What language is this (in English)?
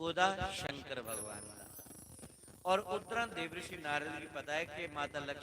Dogri